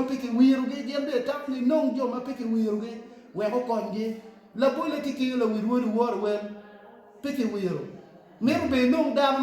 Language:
Acoli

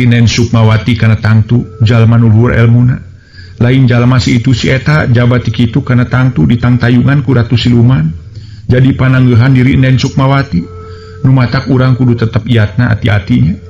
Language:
Sundanese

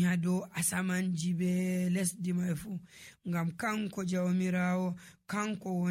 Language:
Nigerian Fulfulde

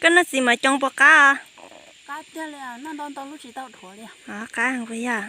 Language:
Hmong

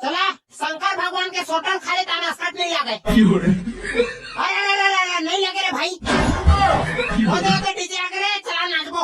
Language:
Chhattisgarhi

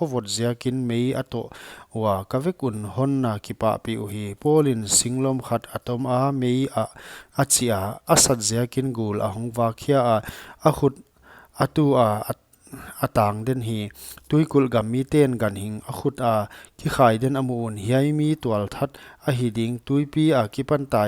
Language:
Paite Chin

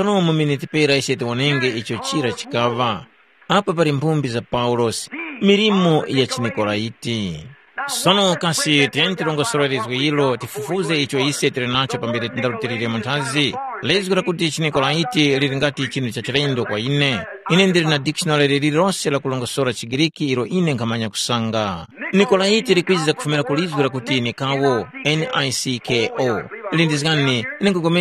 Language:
Tumbuka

